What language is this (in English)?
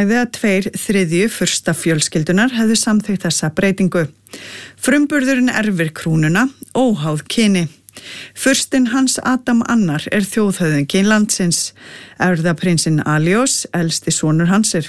Icelandic